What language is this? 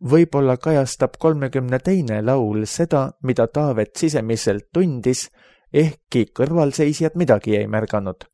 Estonian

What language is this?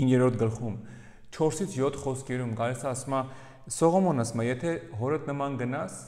Armenian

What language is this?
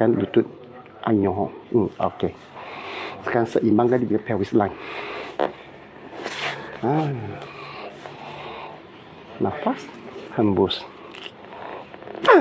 Malay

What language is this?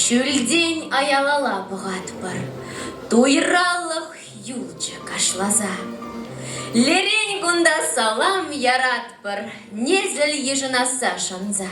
Chuvash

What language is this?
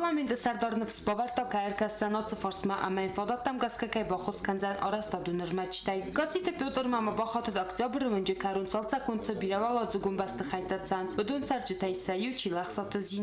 Ossetic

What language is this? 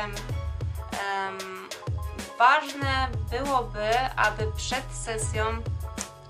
Polish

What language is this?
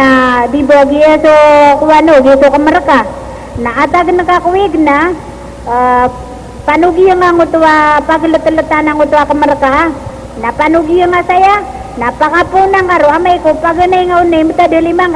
Maranao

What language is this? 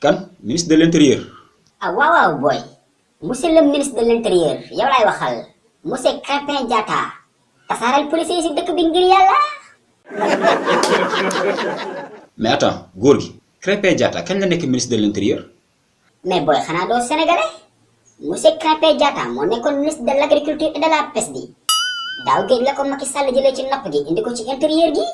Wolof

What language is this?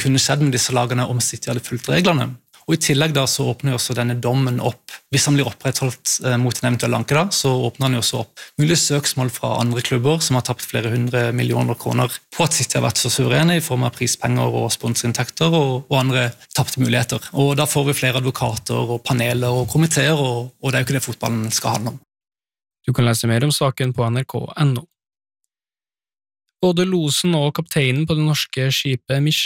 Norwegian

